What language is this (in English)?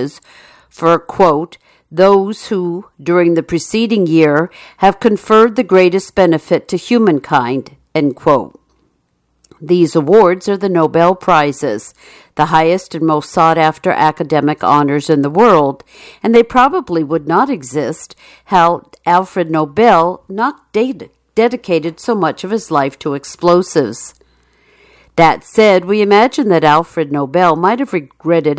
English